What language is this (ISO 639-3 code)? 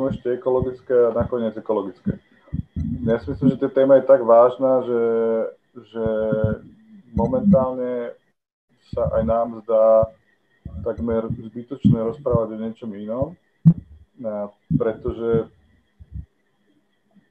slk